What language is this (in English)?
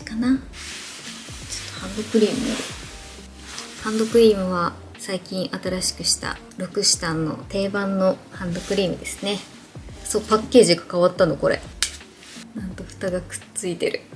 Japanese